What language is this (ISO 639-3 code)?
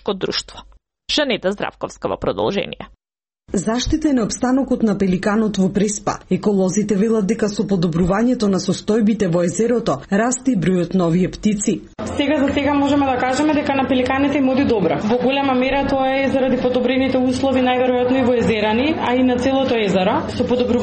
mkd